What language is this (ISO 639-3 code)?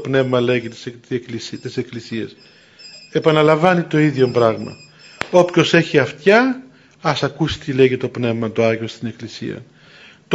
ell